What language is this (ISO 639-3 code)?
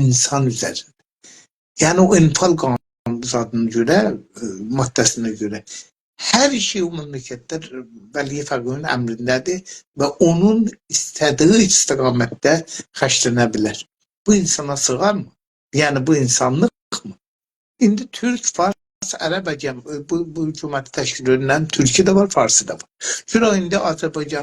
azb